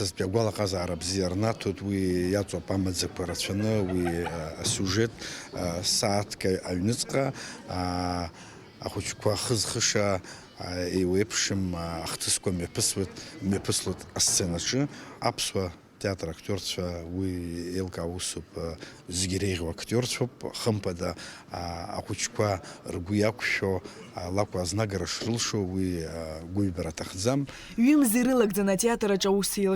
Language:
Abkhazian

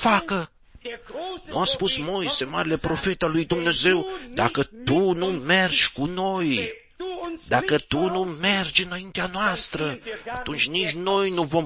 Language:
Romanian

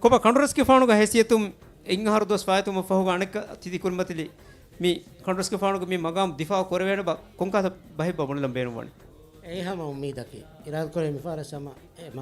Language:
Divehi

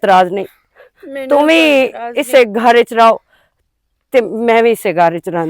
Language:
Western Panjabi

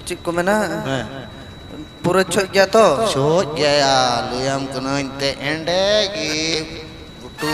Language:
Santali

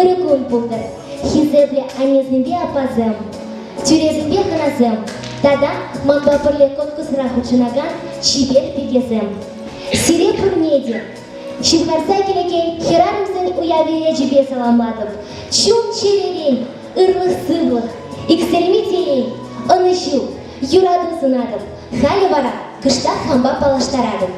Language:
Chuvash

